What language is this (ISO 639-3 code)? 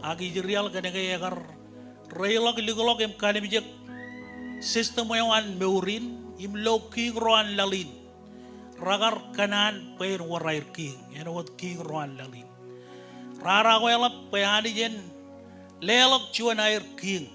mah